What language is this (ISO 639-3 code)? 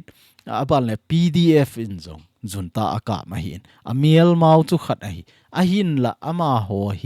tcz